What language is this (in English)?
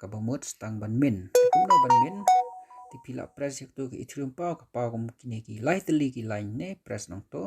Khasi